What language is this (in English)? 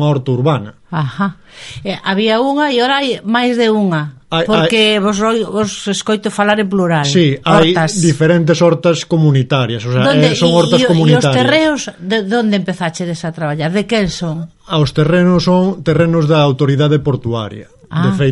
Galician